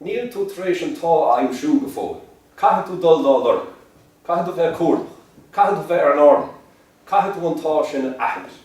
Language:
Irish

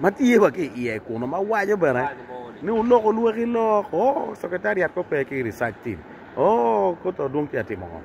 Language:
Acoli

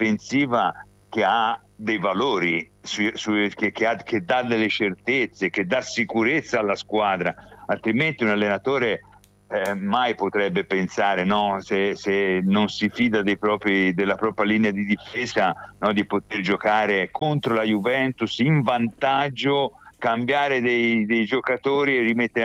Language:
Italian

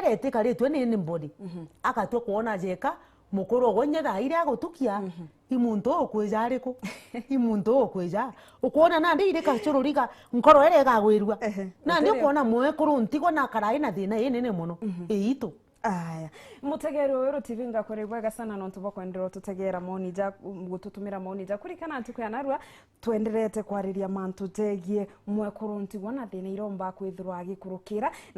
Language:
Meru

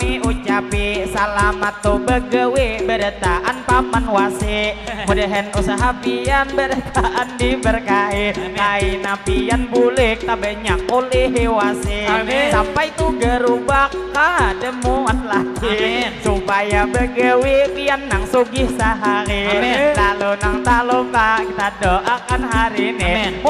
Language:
Banjar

